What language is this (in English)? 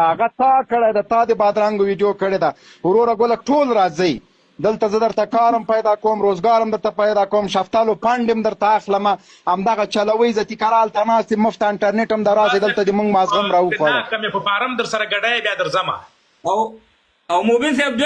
Pashto